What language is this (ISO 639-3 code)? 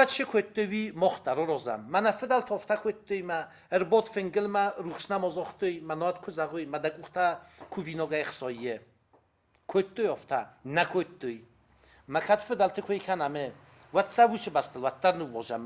oss